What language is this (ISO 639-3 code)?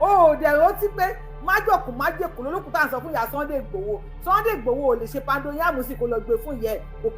yor